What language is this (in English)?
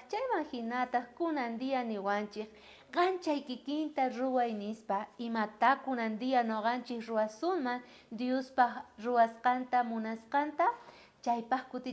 South Bolivian Quechua